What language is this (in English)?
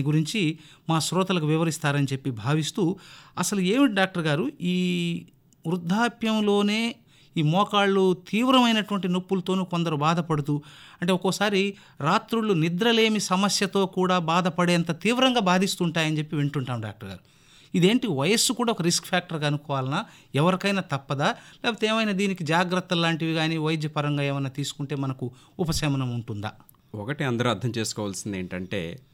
Telugu